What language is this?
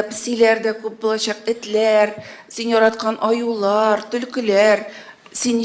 Tatar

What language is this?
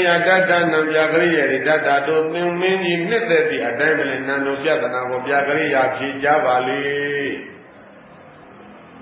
Burmese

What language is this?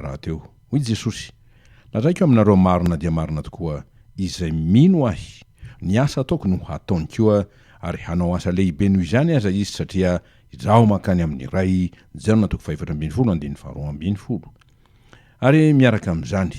Malagasy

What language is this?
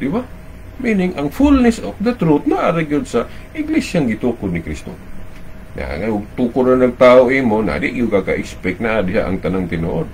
Cebuano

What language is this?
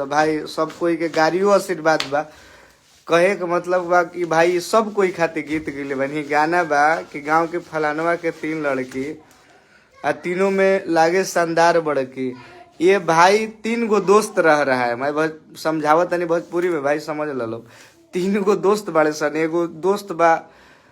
Bhojpuri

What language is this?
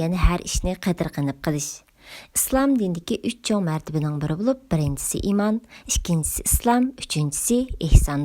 Uyghur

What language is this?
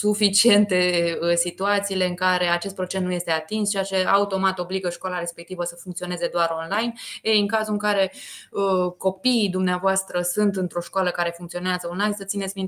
Romanian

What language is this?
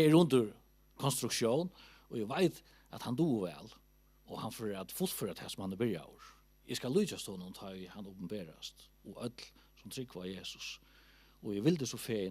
Faroese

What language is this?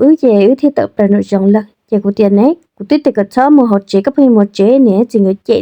Hmong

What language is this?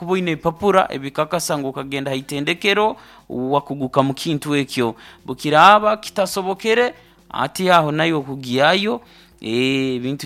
Nyankole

